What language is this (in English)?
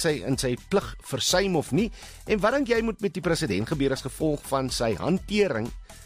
Afrikaans